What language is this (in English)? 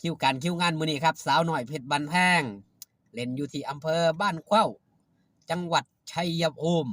Lao